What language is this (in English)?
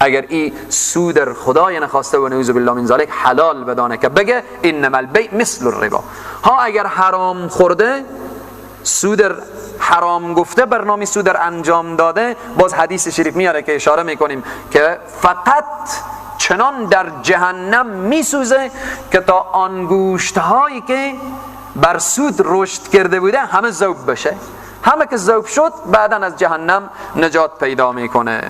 Persian